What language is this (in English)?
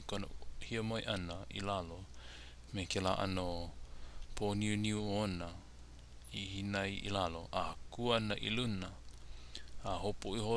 Hawaiian